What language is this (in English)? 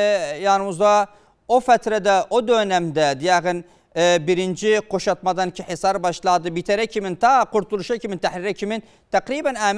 Turkish